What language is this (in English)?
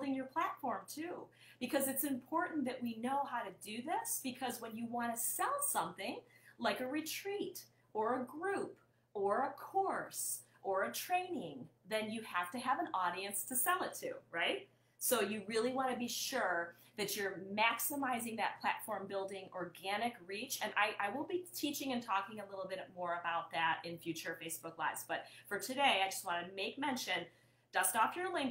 English